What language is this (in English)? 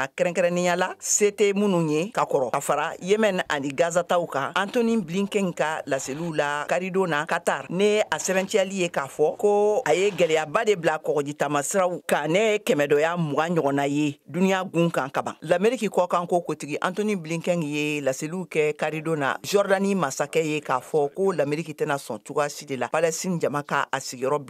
Bambara